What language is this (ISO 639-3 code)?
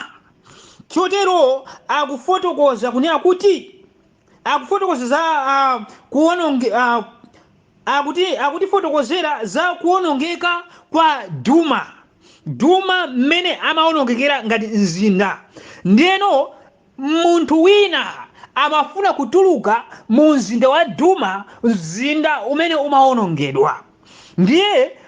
nya